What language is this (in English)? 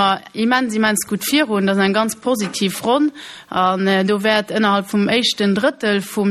Luxembourgish